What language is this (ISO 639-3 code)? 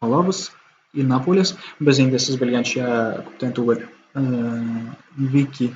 tat